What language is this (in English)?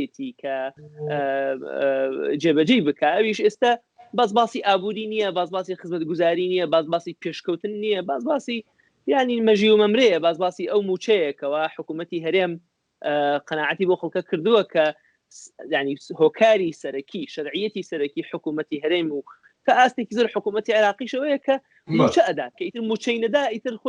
Central Kurdish